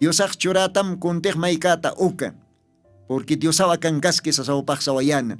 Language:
Aymara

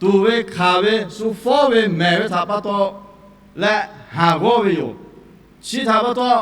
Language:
Lahu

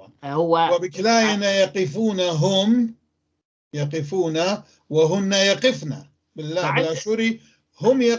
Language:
North Levantine Arabic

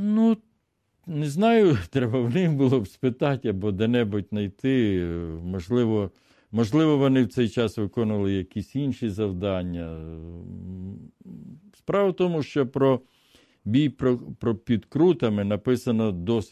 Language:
Ukrainian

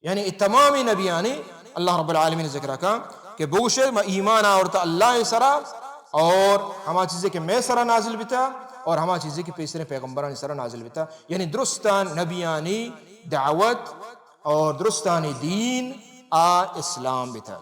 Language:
Baluchi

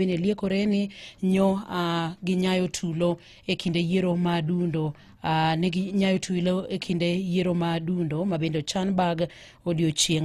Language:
Luo (Kenya and Tanzania)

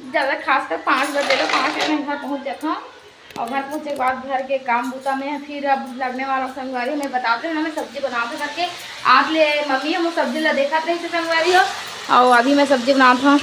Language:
Chhattisgarhi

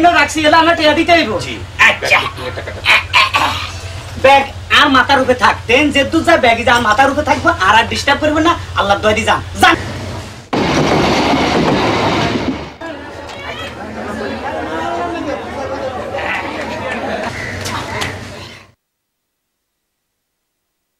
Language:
Bangla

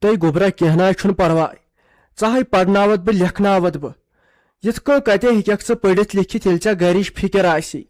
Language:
Kashmiri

